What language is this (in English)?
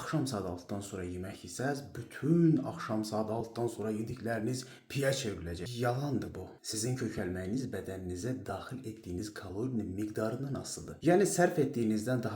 Azerbaijani